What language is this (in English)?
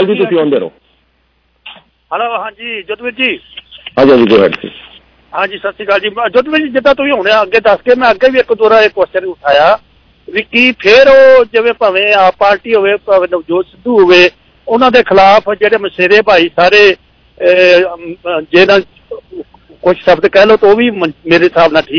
Punjabi